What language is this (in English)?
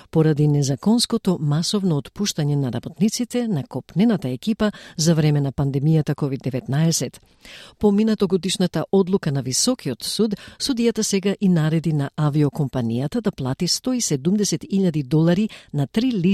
Macedonian